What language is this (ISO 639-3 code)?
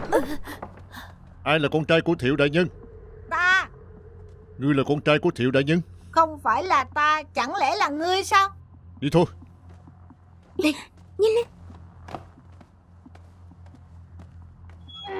vie